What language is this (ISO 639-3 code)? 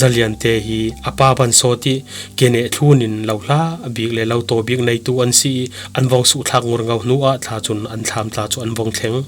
cfm